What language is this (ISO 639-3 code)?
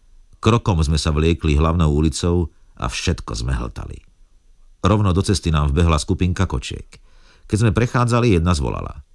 slk